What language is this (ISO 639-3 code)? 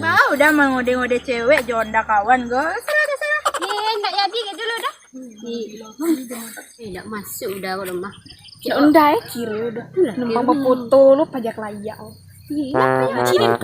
min